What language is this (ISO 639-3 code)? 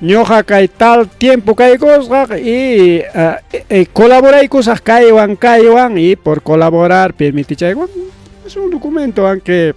quy